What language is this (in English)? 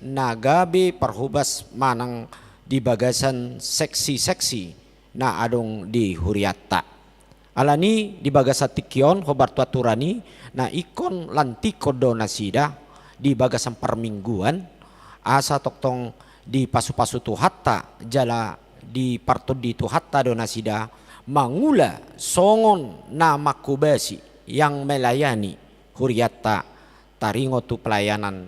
Batak Toba